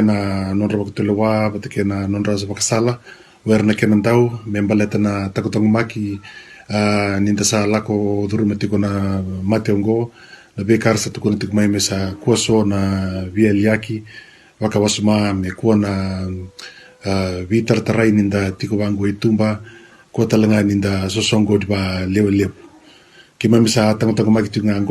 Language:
Fijian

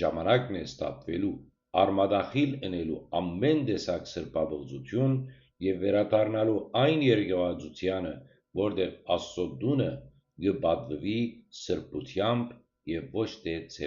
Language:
Western Armenian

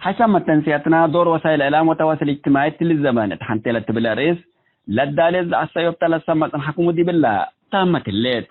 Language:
Tigre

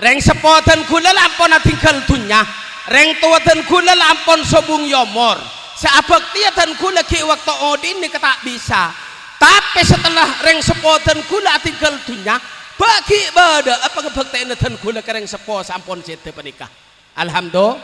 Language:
Madurese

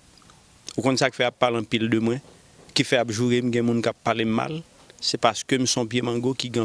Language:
Haitian Creole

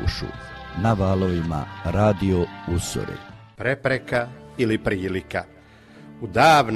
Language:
Croatian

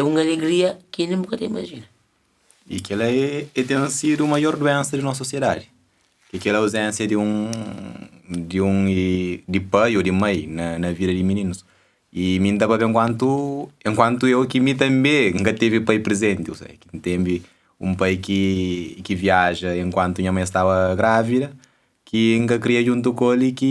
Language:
Kabuverdianu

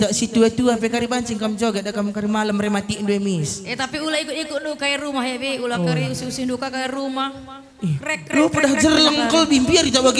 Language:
Batak Karo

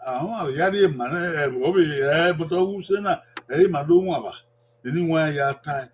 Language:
Bini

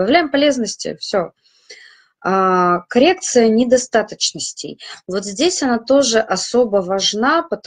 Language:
Russian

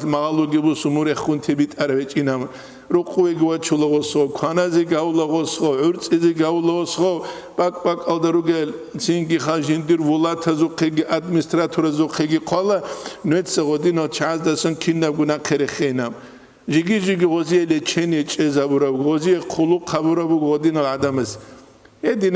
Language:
Avaric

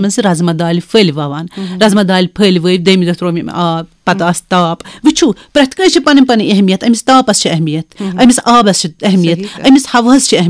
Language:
Kashmiri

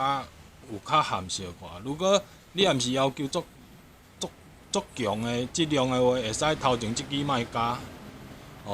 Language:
Min Nan Chinese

